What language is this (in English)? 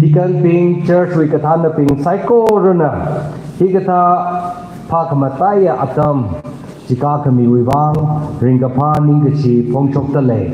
Tangkhul Naga (India)